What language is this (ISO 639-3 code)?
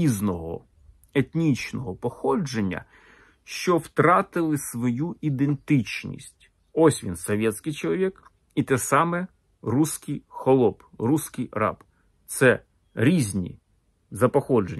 ukr